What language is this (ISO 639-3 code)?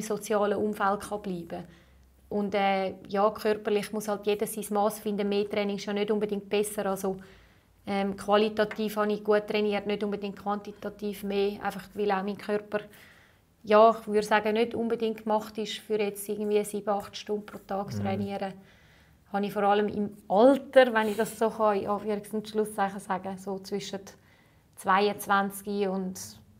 deu